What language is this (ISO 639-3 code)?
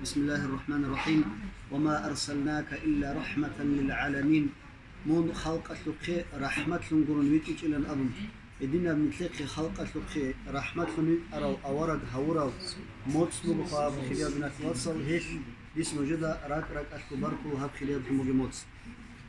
ava